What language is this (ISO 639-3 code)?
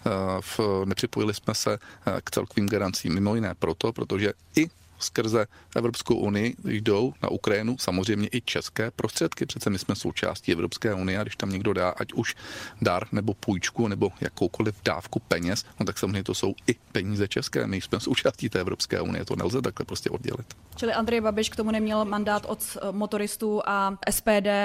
ces